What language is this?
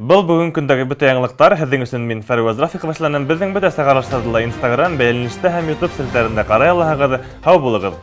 Bashkir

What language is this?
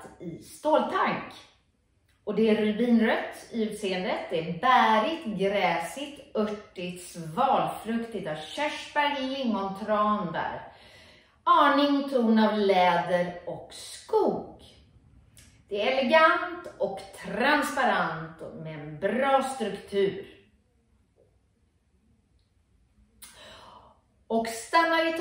Swedish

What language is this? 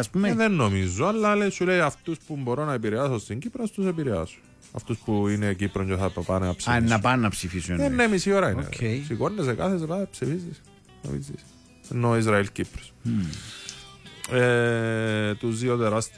Greek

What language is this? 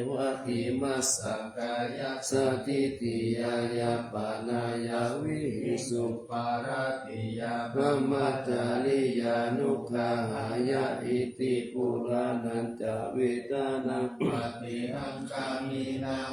Pali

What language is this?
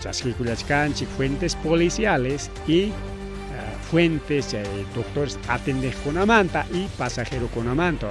Ayacucho Quechua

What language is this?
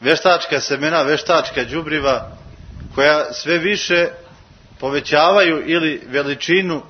Serbian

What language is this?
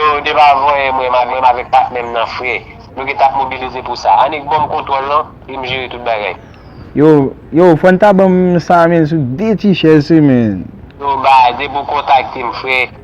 Haitian Creole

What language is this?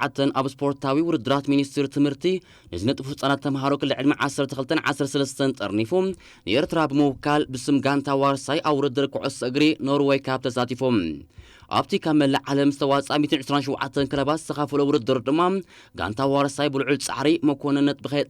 Tigrinya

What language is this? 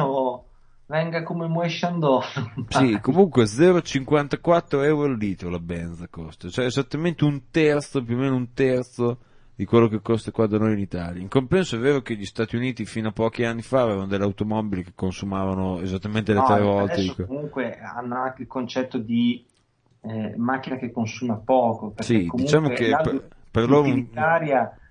Italian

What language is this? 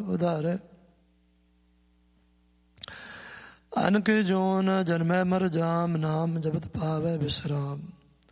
Punjabi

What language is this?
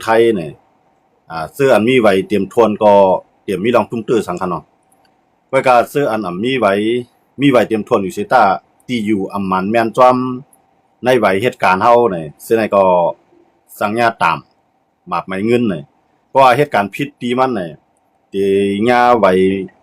Shan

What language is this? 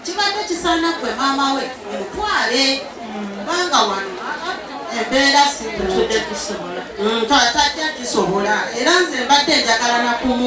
Ganda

